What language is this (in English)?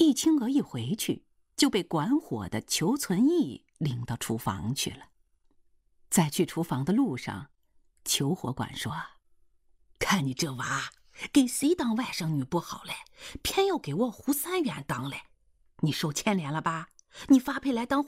Chinese